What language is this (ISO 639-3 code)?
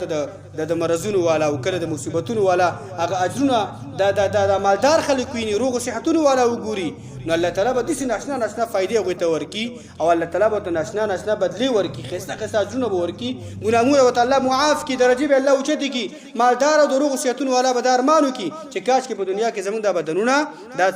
pus